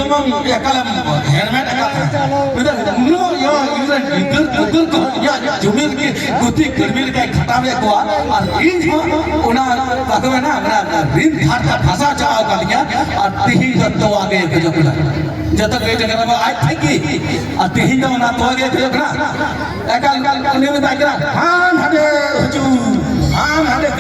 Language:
Santali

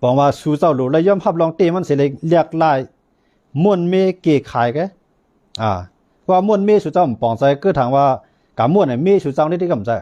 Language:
Shan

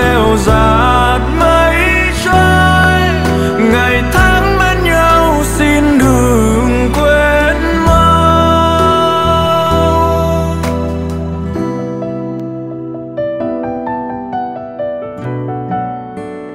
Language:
Vietnamese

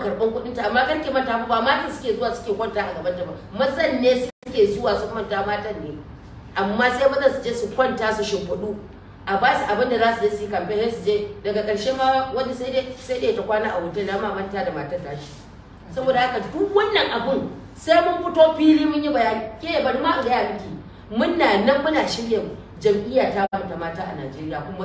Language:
Hausa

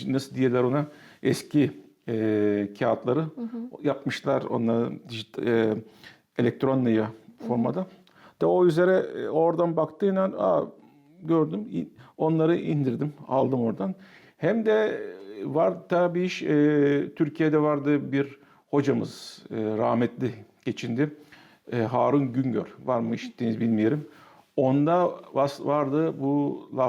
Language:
Gagauz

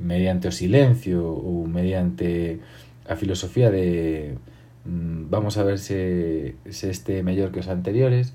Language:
Galician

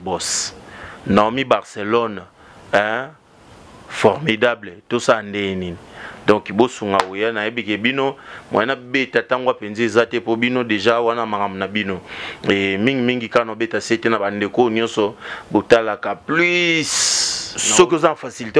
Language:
Lingala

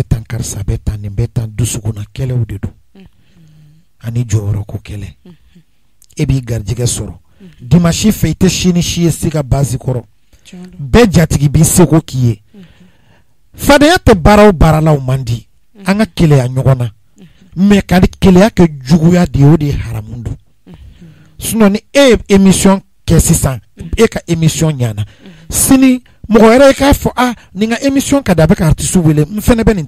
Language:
Bambara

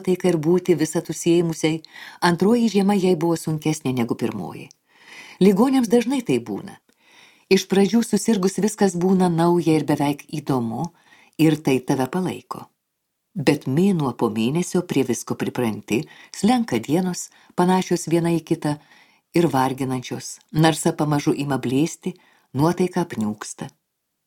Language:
Lithuanian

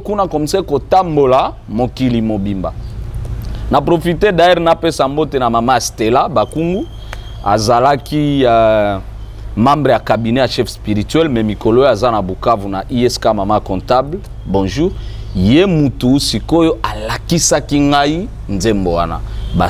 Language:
Lingala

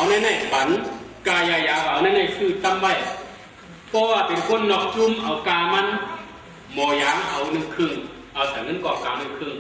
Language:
Shan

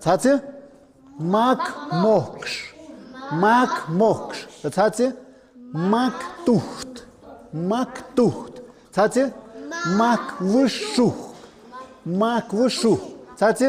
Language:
Tlahuitoltepec Mixe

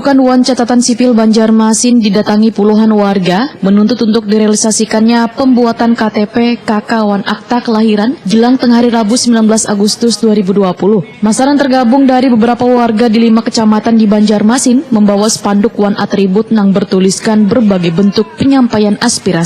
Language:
Banjar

